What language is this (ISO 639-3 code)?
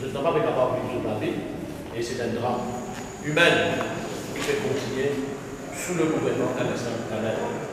mfe